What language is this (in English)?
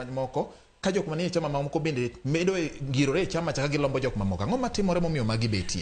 Luo (Kenya and Tanzania)